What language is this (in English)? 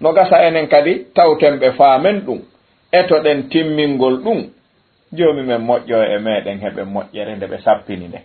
Fula